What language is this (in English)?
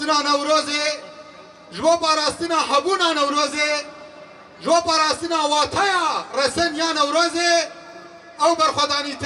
Kurdish